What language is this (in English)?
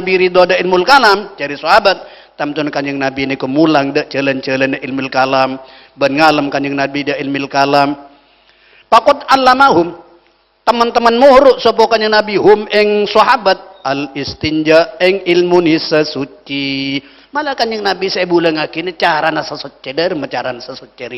Madurese